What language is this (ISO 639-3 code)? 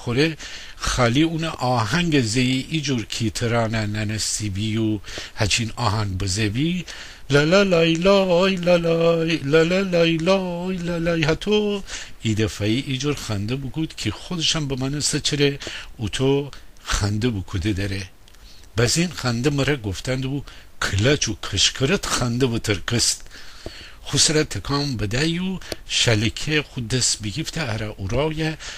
glk